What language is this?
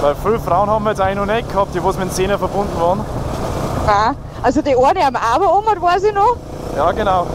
Bavarian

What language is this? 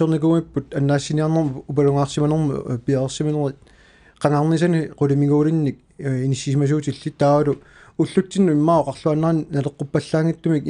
Kalaallisut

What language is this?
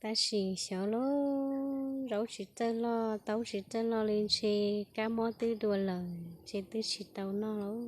Hmong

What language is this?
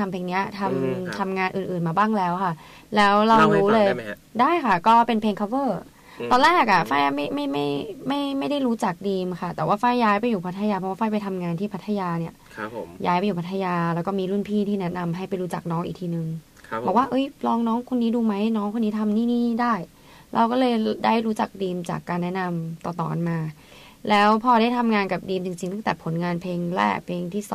Thai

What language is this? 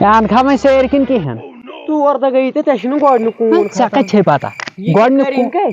Kashmiri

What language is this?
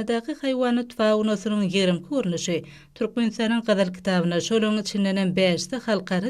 Turkmen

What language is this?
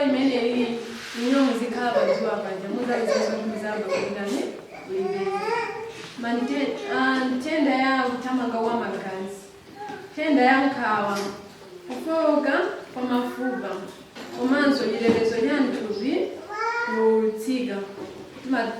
Nyanja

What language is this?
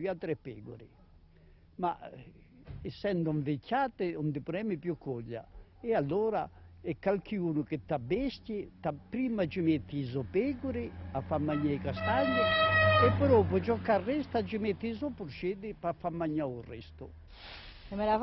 Corsican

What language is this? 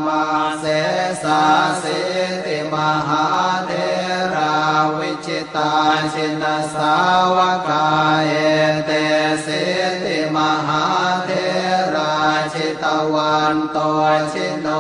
Pali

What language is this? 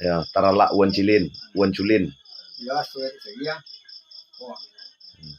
Minangkabau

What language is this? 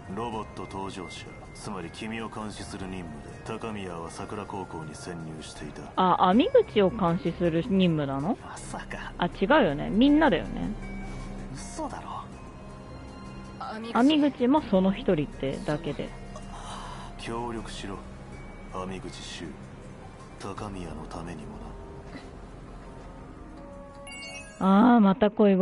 Japanese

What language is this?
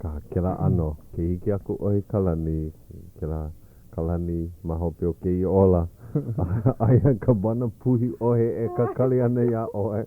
Hawaiian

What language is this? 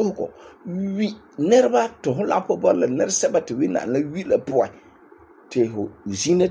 Frafra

